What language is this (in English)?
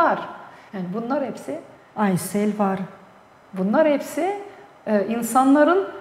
Gagauz